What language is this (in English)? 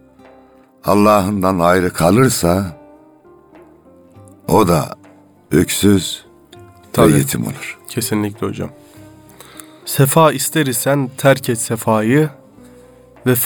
Turkish